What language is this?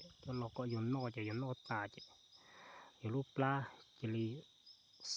Hmong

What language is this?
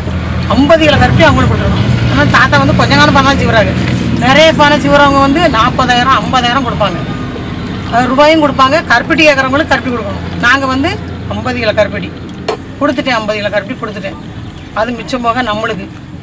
Tamil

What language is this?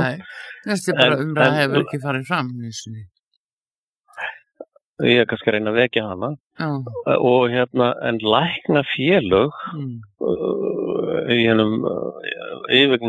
Icelandic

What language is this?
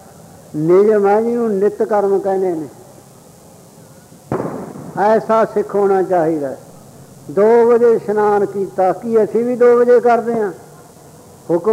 Punjabi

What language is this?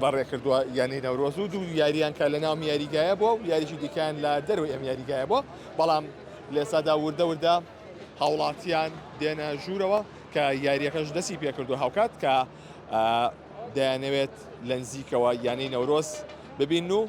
Central Kurdish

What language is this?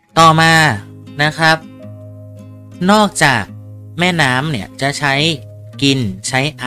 Thai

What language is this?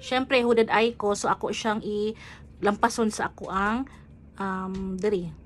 Cebuano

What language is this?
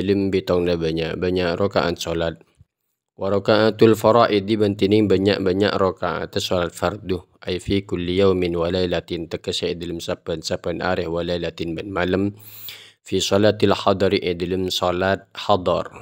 Madurese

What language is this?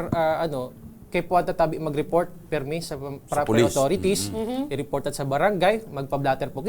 Bikol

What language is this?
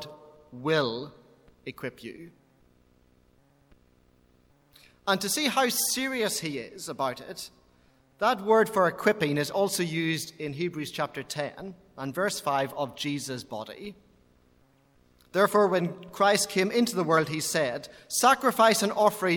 English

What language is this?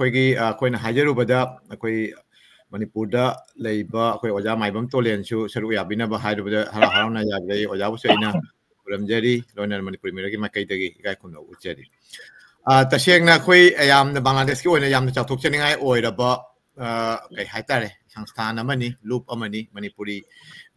Manipuri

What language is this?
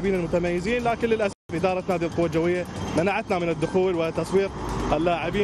Arabic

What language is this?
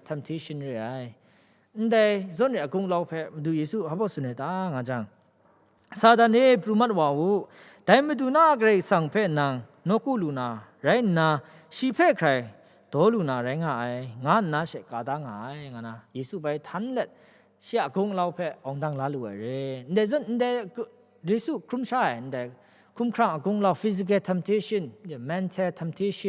Kachin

